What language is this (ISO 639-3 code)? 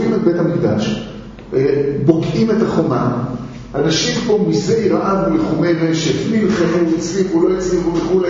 heb